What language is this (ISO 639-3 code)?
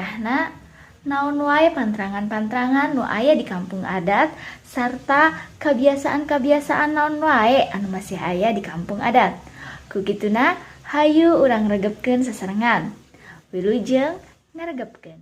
sun